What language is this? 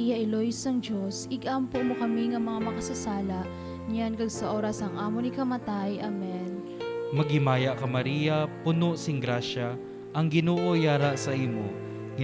Hiligaynon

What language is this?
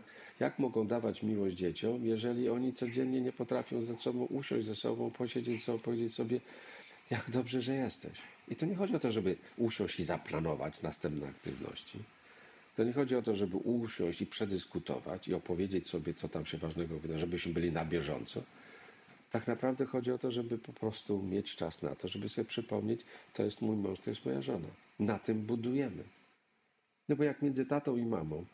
Polish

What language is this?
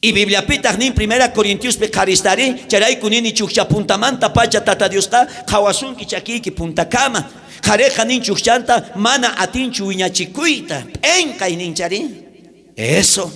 South Bolivian Quechua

